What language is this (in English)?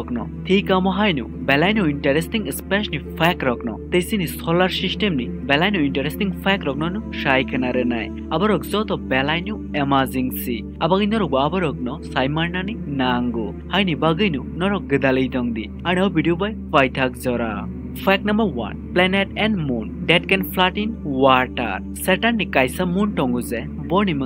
Kok Borok